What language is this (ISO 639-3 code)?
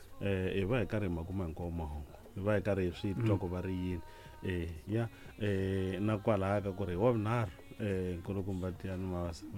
tso